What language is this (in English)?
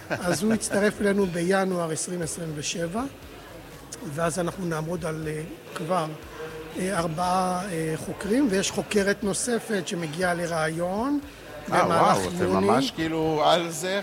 Hebrew